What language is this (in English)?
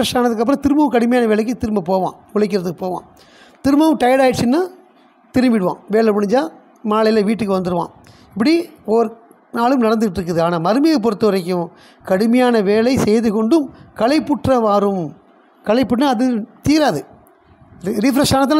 Tamil